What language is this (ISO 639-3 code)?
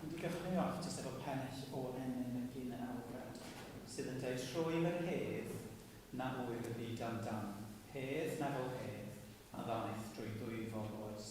cym